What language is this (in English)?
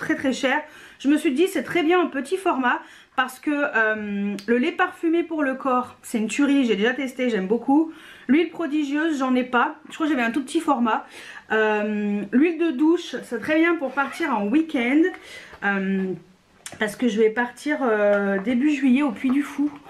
French